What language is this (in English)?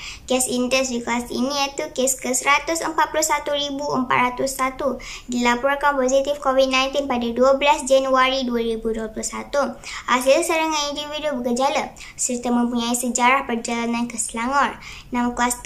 Malay